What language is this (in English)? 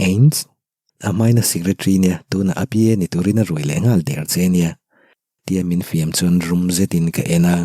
Mizo